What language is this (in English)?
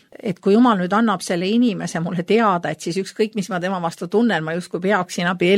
Estonian